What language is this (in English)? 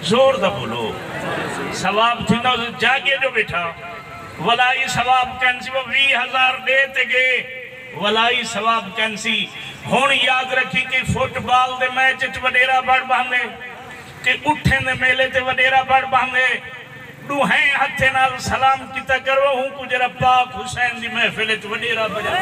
Saraiki